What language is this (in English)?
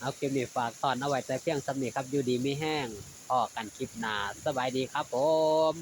Northeastern Thai